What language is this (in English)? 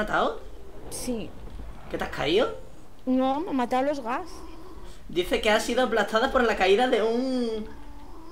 Spanish